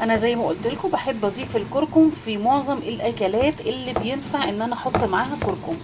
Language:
Egyptian Arabic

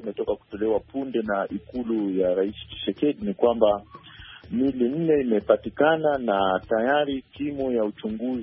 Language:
Swahili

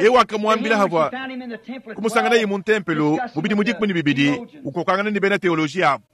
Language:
Luba-Lulua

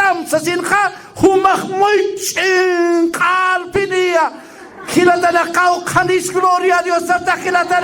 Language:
Aymara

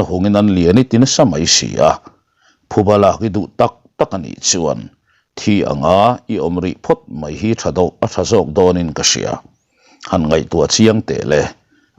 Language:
Mizo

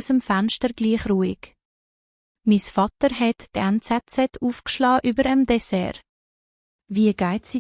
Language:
Swiss German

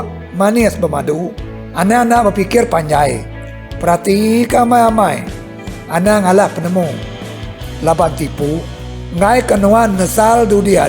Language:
Iban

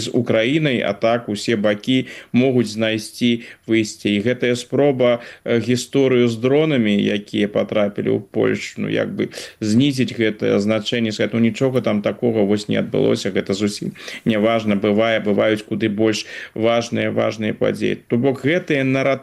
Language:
Belarusian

